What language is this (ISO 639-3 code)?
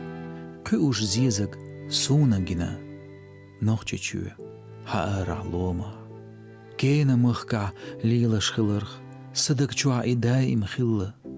che